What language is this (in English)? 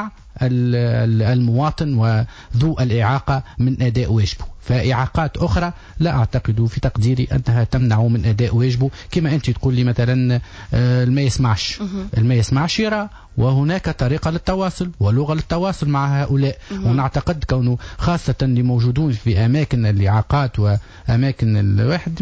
Tunisian Arabic